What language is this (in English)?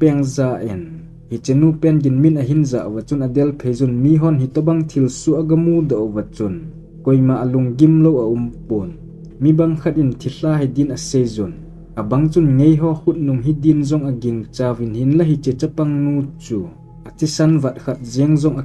Thado Chin